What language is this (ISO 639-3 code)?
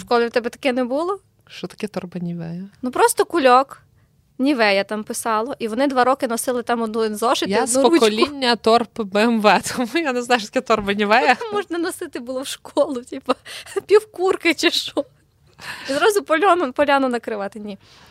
ukr